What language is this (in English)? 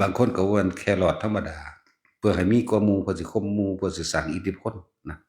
Lao